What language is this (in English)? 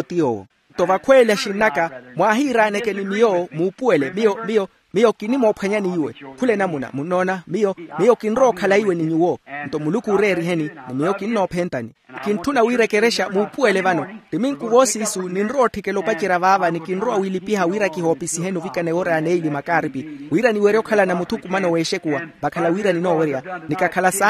Makhuwa